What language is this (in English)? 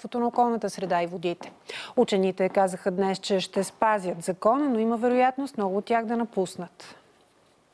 Bulgarian